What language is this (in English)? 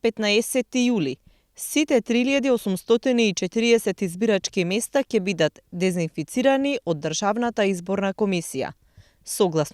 Macedonian